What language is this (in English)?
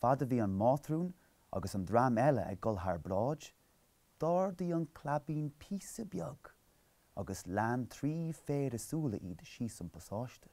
Irish